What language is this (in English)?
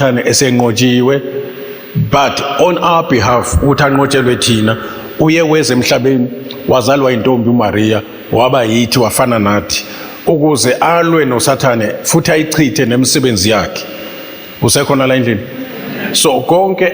Zulu